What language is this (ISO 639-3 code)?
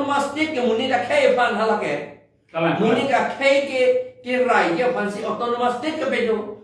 mjw